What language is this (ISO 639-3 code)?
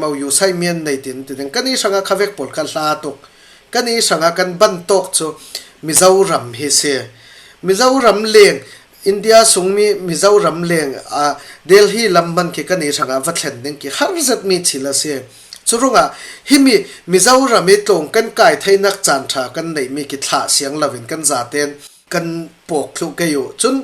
cfm